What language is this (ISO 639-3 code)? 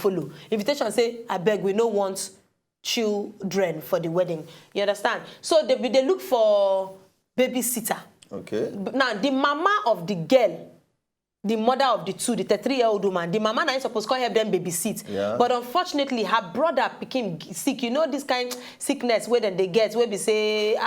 pcm